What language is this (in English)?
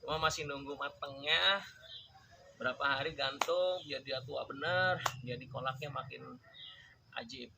Betawi